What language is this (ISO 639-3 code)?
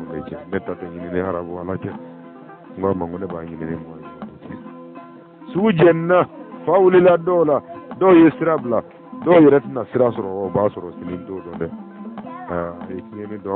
bam